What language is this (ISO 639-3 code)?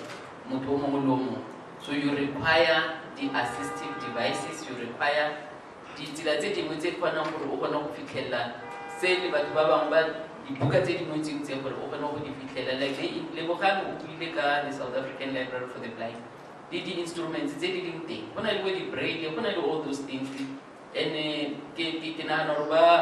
tsn